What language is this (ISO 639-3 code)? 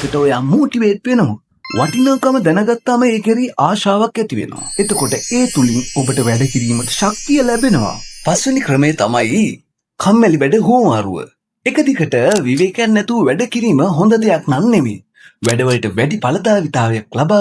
sin